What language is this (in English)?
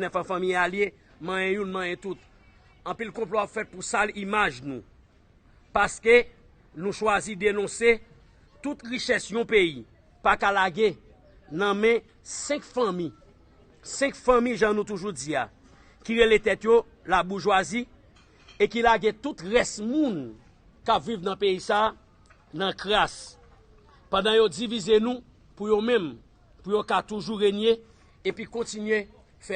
Haitian Creole